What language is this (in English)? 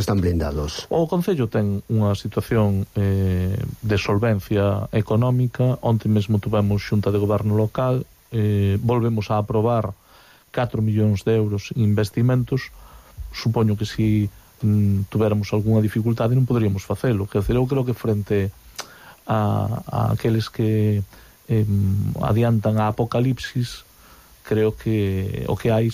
Galician